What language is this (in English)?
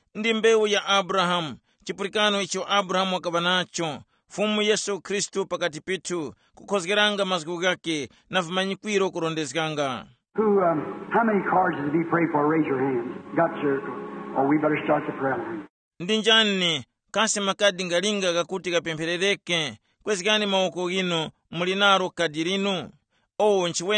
Tumbuka